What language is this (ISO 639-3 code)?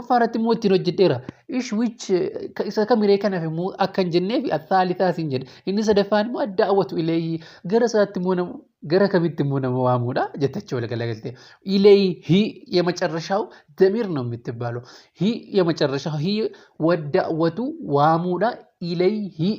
orm